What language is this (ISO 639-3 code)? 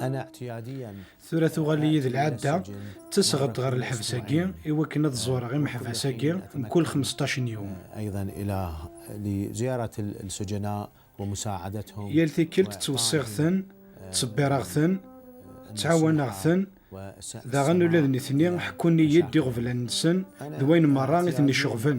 kab